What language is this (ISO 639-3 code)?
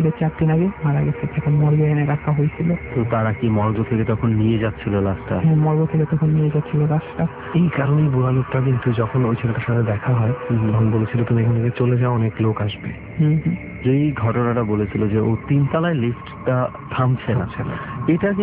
ben